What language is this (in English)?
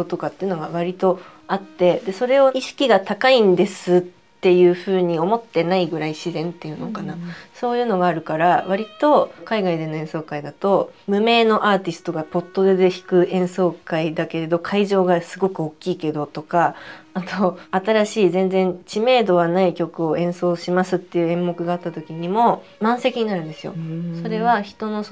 Japanese